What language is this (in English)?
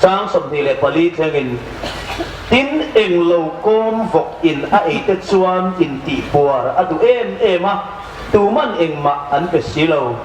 Hmar